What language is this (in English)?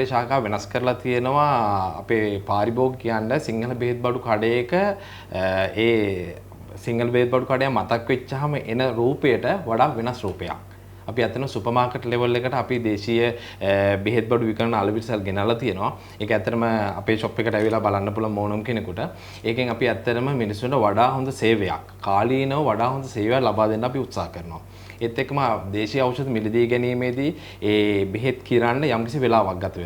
Sinhala